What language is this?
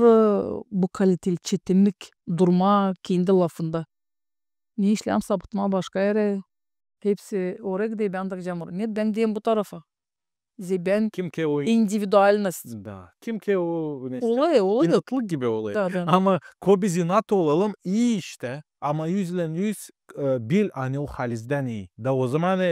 Gagauz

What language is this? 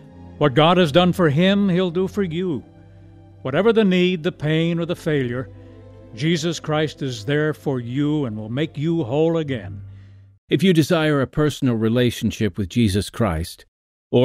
English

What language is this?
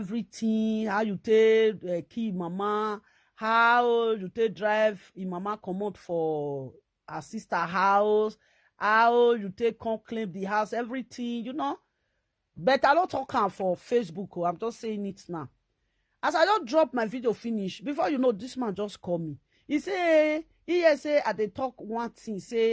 Nigerian Pidgin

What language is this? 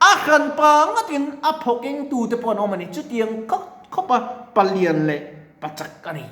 Mizo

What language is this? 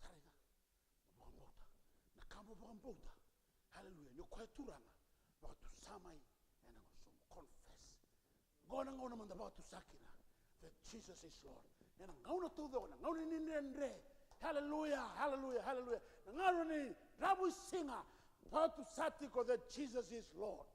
Fijian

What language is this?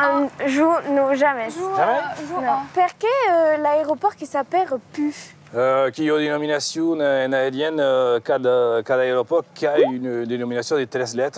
Occitan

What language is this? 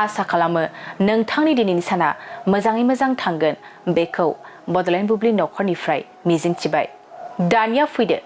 Bodo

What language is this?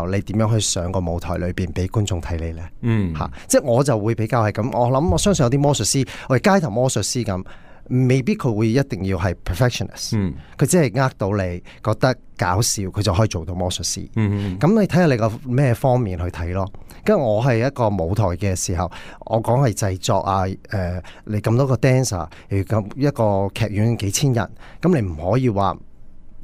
Cantonese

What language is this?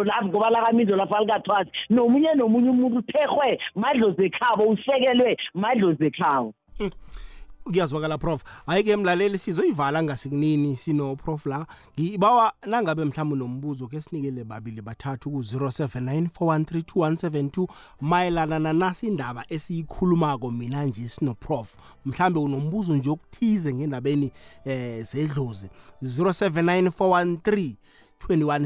South Ndebele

